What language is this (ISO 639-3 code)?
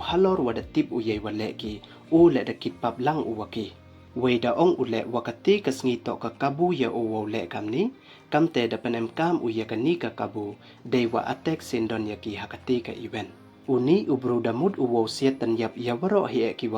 pbv